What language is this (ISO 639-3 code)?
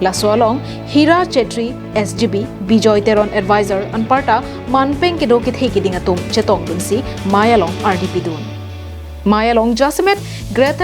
mjw